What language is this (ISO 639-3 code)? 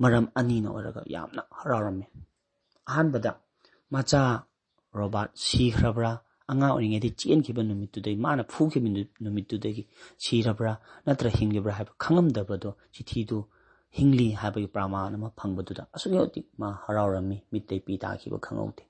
mni